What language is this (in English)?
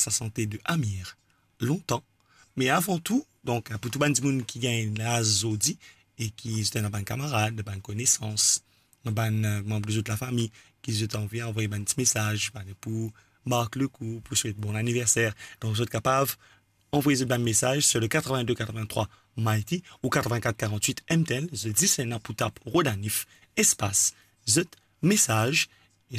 Morisyen